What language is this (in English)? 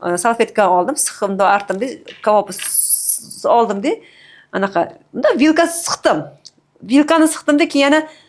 Uzbek